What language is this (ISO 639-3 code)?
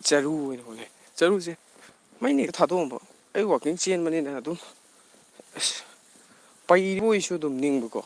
mni